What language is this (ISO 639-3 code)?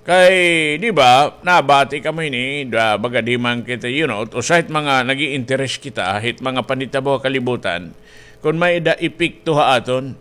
war